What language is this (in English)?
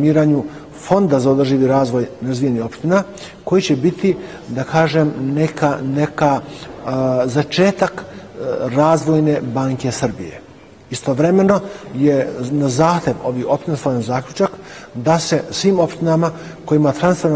Serbian